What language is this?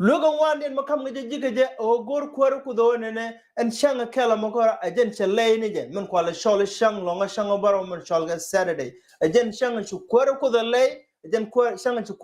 Nuer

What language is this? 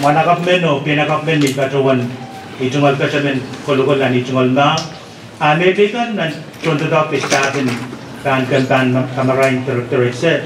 Pohnpeian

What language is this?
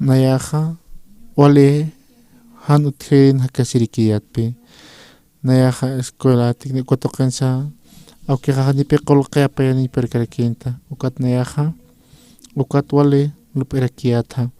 Aymara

